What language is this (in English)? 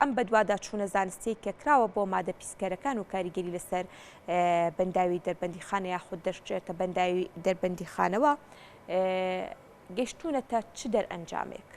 Central Kurdish